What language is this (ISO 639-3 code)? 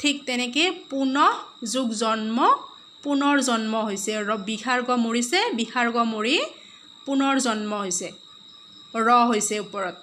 asm